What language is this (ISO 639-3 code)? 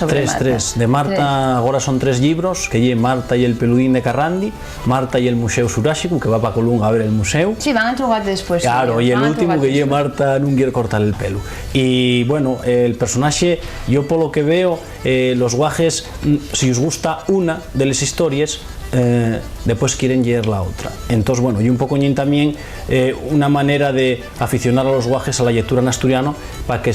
ast